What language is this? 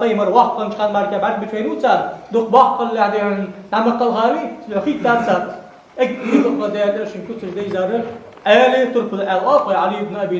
Ingush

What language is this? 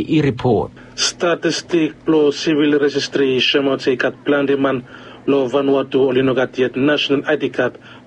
Bislama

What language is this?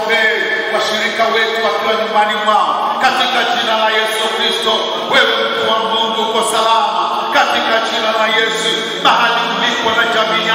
Swahili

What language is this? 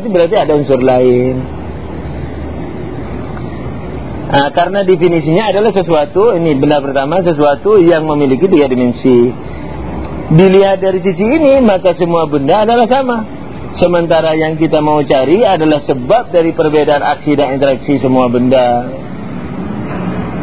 Indonesian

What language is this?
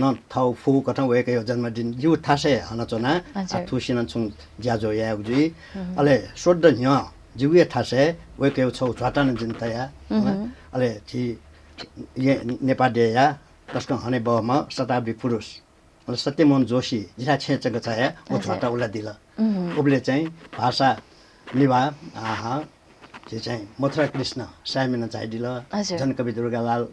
Newari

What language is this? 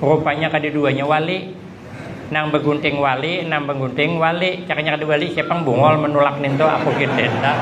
Banjar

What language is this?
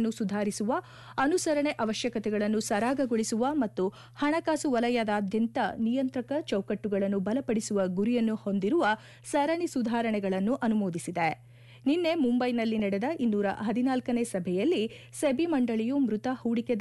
Kannada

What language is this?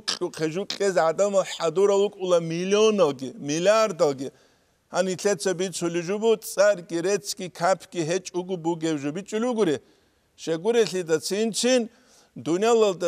Avaric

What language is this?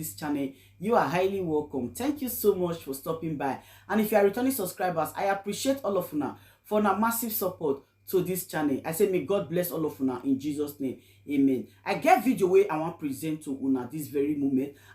Nigerian Pidgin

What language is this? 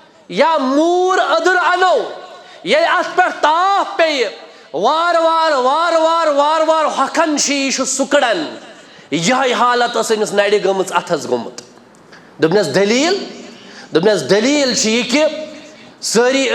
Kashmiri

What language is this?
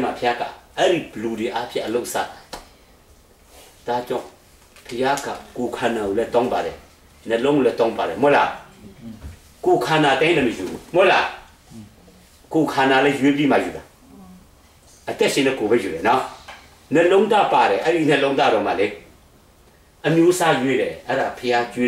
Burmese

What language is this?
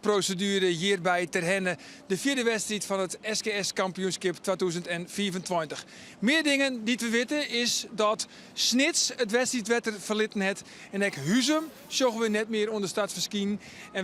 Western Frisian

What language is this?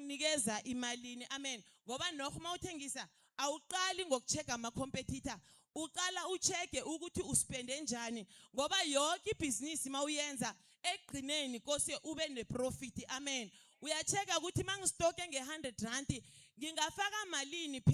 Zulu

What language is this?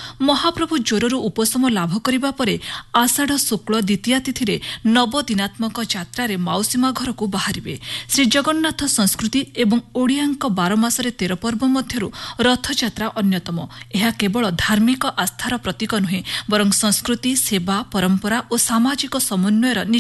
Odia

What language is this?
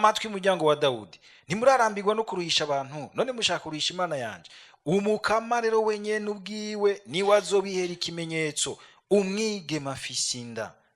Rundi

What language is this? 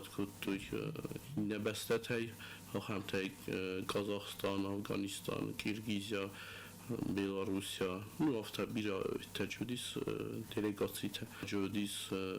Ossetic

